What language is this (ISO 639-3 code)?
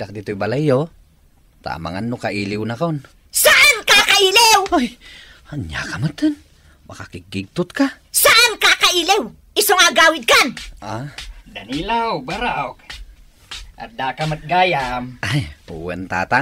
ilo